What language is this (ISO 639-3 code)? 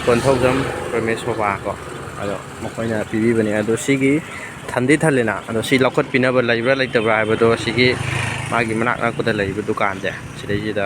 mni